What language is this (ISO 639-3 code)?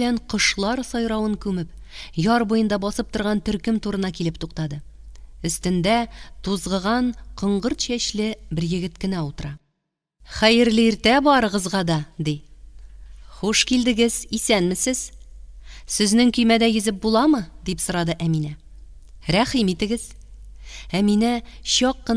tat